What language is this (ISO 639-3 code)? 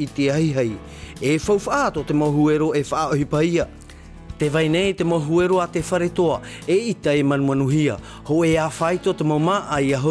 tah